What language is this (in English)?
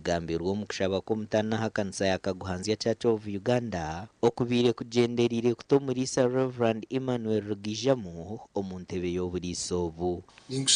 Nyankole